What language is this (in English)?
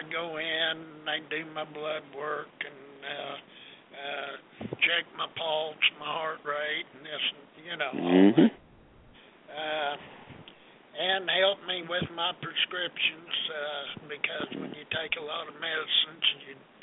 English